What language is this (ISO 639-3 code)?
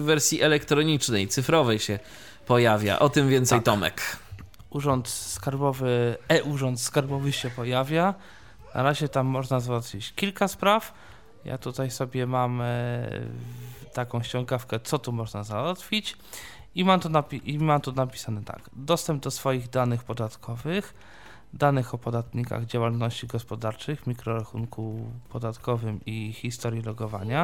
pol